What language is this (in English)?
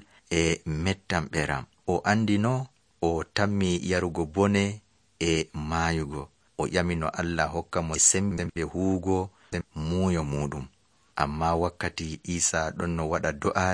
Nigerian Fulfulde